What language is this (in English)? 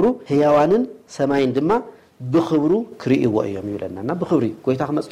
Tigrinya